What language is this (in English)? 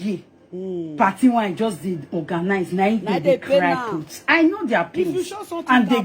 Nigerian Pidgin